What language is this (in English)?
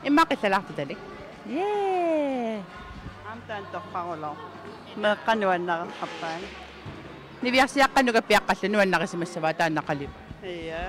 Kalaallisut